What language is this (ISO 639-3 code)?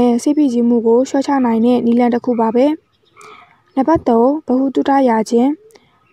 mya